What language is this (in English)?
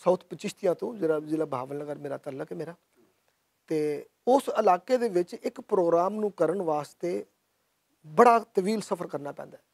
Western Panjabi